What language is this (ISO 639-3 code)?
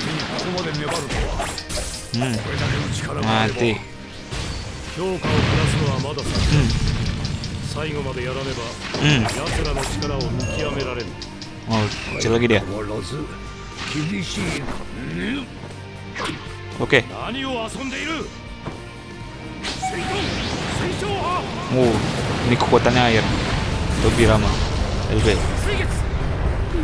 ind